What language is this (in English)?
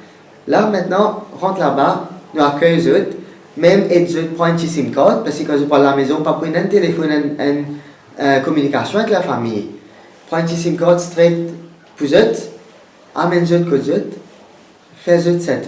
Morisyen